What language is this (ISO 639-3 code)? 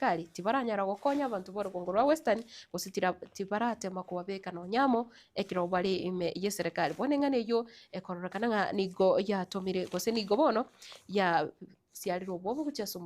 guz